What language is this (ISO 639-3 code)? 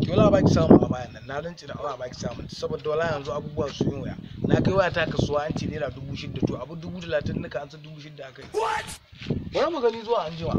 hau